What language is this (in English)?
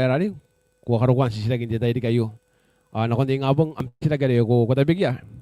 Gilbertese